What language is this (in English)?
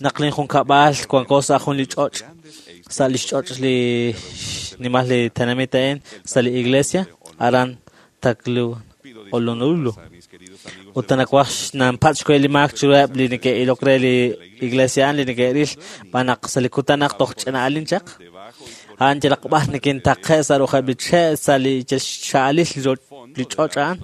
Kekchí